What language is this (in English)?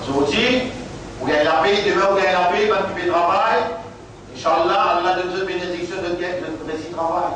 Morisyen